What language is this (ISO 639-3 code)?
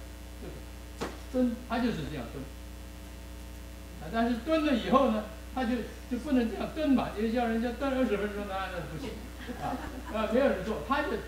zho